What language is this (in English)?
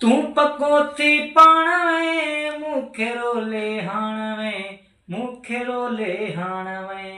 Sindhi